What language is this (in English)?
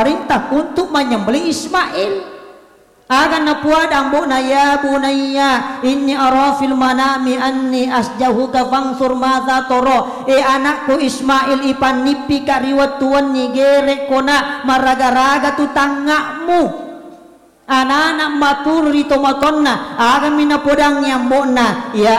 Buginese